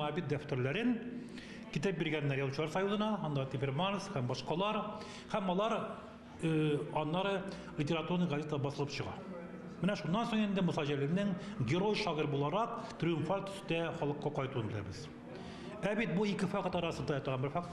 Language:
Tatar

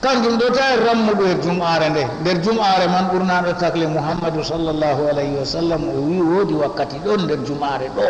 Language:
Fula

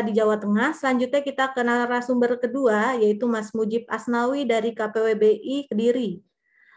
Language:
Indonesian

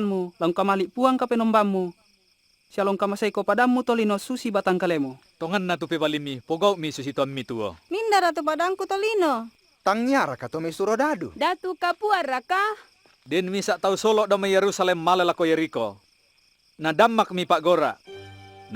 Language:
Toraja-Sa'dan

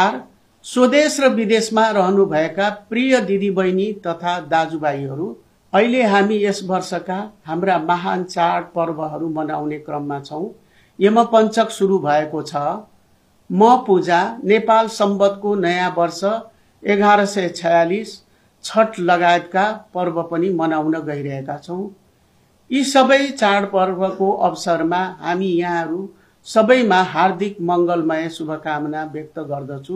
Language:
Nepali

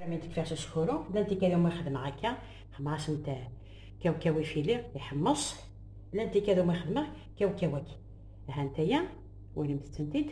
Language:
Kabyle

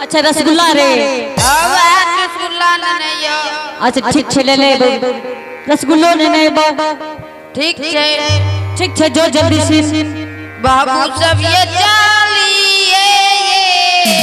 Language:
Angika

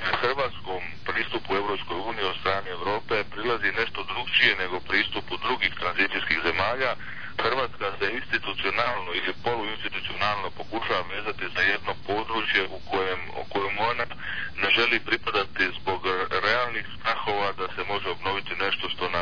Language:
Croatian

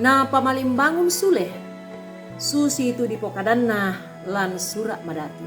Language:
Toraja-Sa'dan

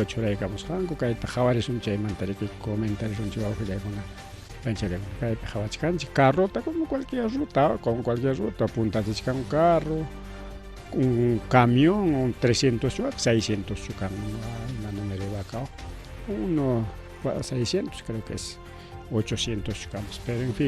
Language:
Ayacucho Quechua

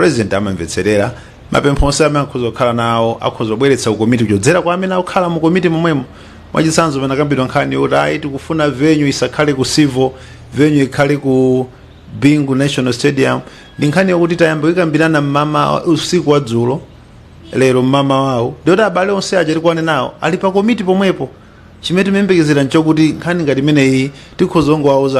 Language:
Nyanja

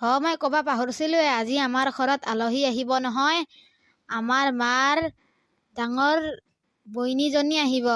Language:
Assamese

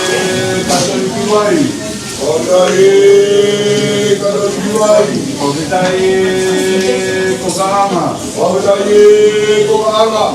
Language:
Tongan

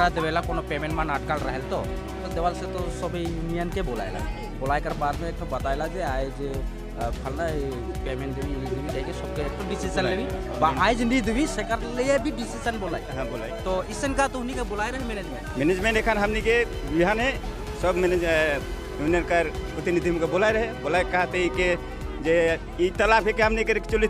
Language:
Sadri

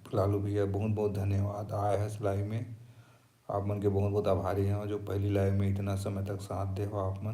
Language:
Chhattisgarhi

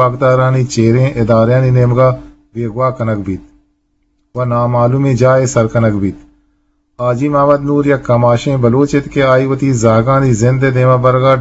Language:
Eastern Balochi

